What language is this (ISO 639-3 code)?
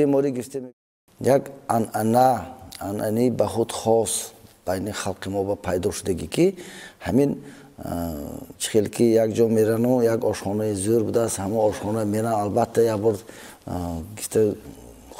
tgk